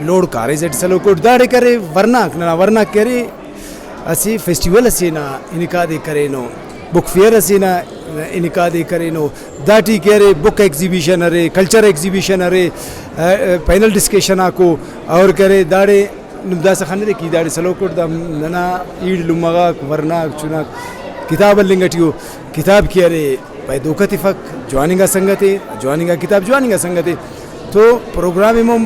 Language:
Brahui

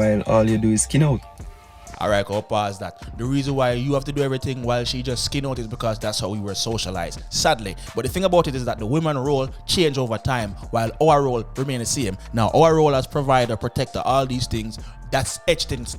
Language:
Jamaican Creole English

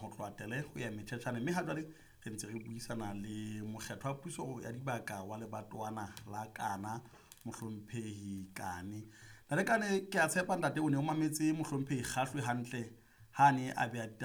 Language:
Southern Sotho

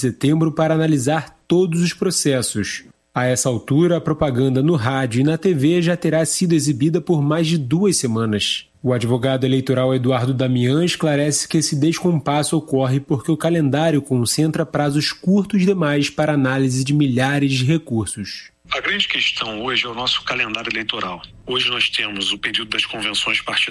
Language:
Portuguese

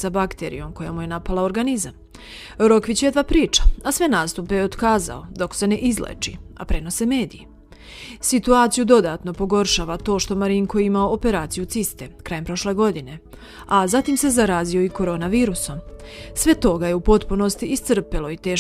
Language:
Serbian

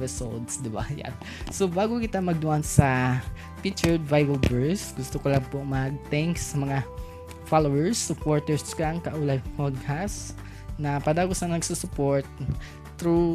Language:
Bikol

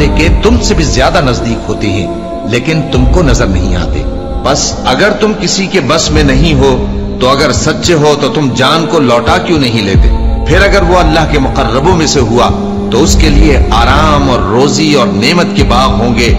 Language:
Urdu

